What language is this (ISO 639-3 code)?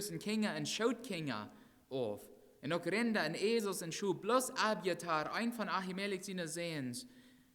pdt